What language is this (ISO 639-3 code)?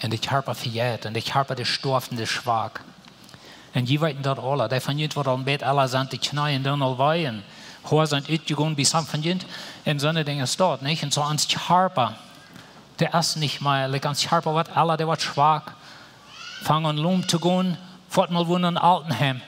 pdt